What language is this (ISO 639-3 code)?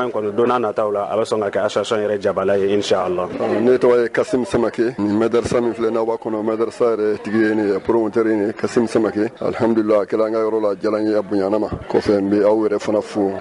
bam